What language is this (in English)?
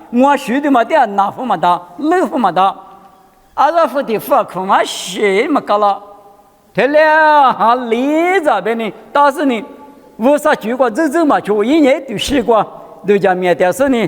Lisu